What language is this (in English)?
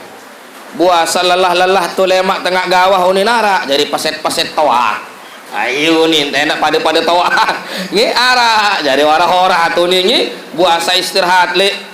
Sasak